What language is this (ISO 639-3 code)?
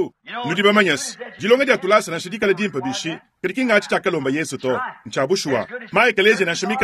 lua